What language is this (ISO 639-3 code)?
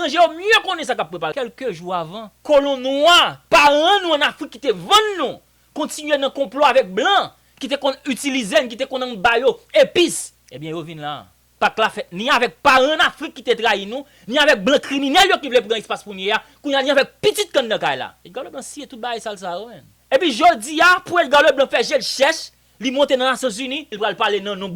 hat